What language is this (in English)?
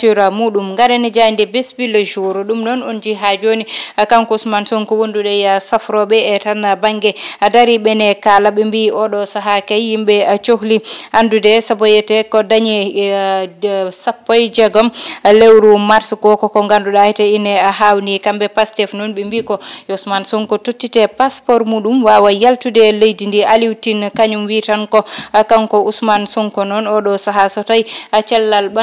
Fula